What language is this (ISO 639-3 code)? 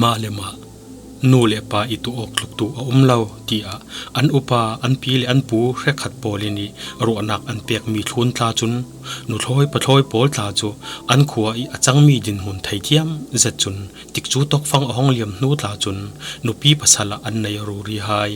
cfm